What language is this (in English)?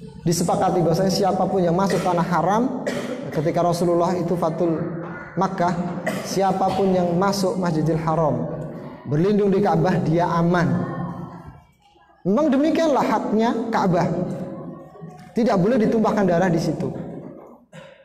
Indonesian